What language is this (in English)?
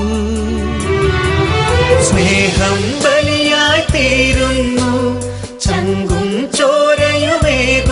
Malayalam